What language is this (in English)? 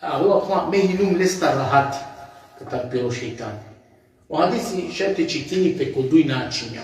Balkan Romani